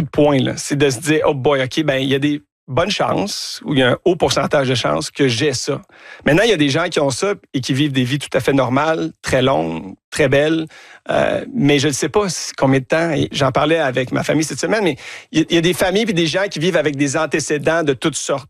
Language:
French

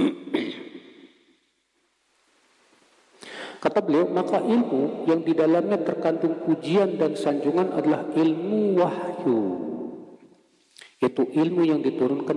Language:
Indonesian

